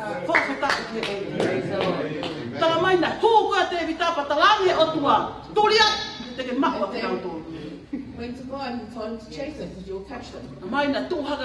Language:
Tongan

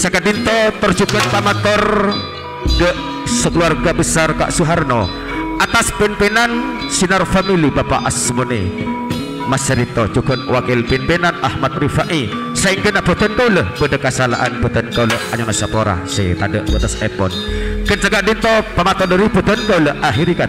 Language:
Madurese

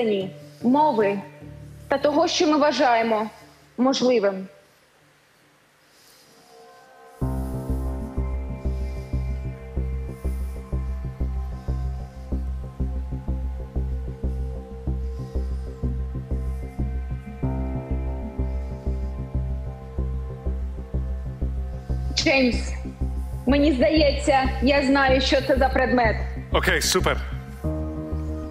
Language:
Ukrainian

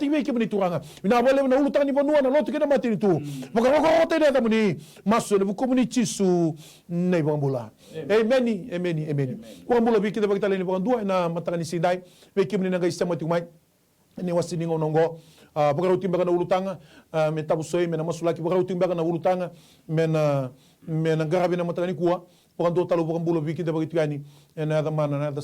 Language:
Fijian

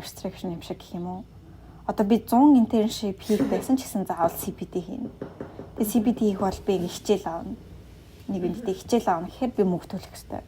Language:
Mongolian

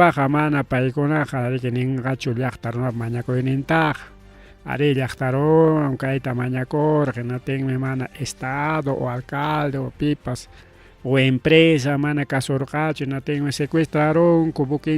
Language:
Ayacucho Quechua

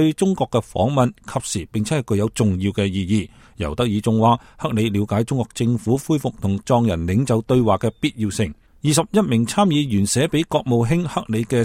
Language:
Cantonese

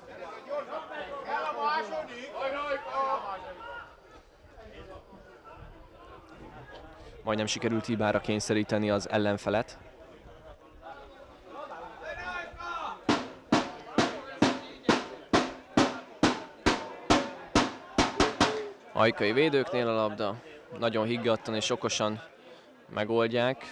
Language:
Hungarian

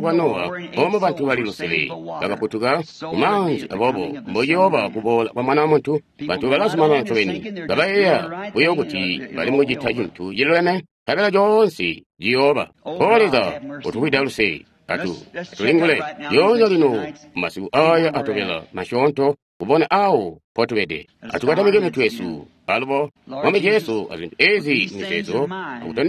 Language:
Tonga (Zambia)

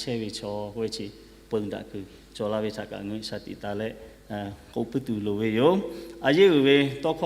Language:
Lahu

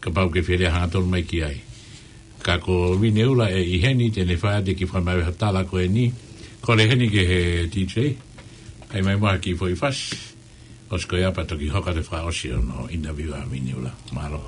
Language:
Tongan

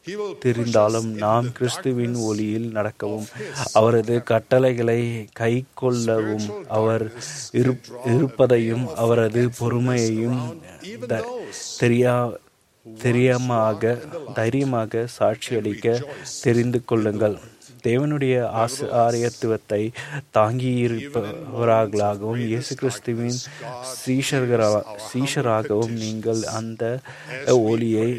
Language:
Tamil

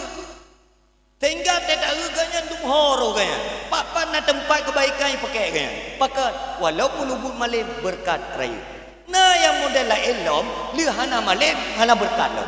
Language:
Achinese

